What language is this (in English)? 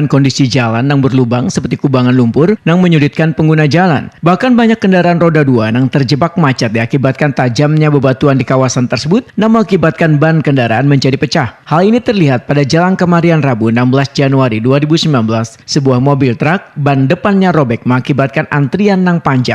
Banjar